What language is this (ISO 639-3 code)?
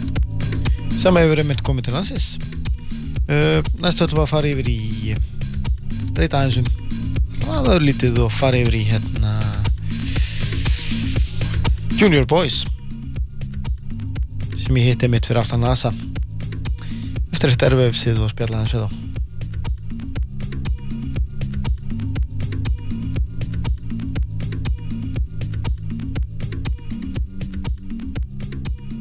isl